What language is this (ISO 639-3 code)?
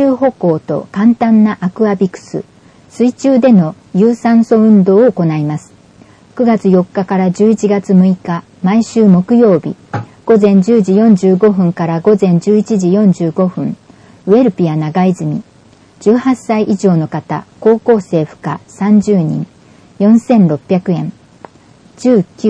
jpn